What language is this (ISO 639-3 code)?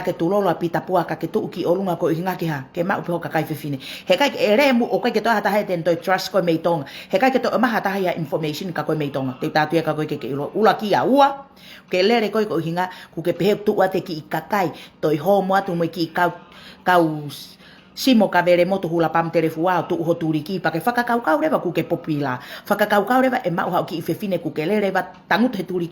ton